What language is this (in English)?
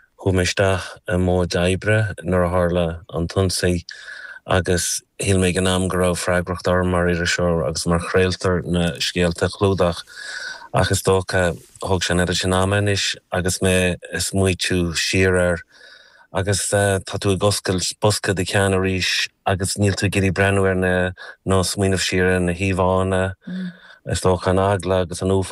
Irish